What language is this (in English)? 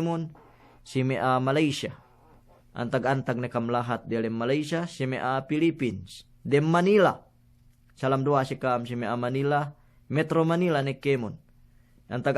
Yakan